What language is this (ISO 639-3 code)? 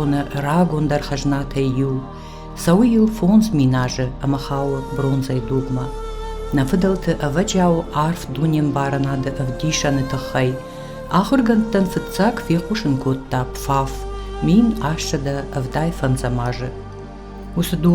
oss